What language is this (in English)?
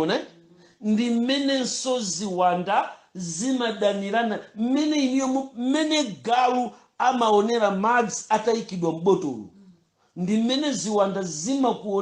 Nyanja